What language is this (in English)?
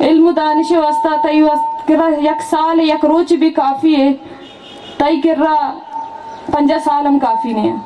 Baluchi